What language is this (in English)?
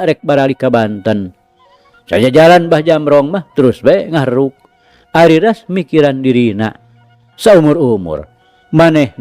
Sundanese